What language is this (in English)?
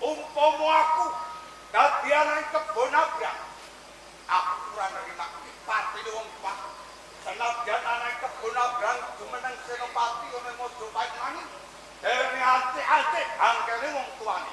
Javanese